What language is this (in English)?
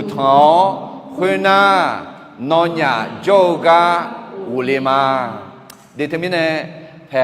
Akha